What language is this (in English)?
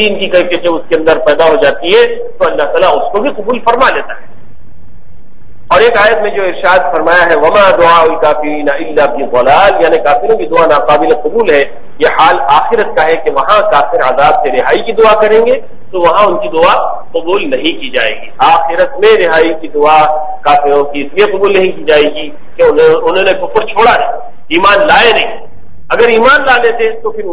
Urdu